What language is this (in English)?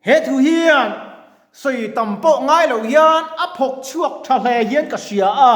Mizo